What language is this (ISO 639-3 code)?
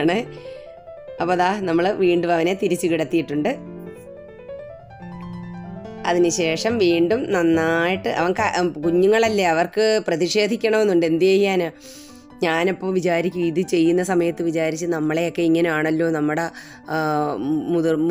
mal